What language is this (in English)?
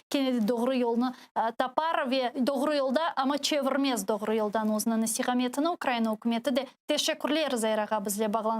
Crimean Tatar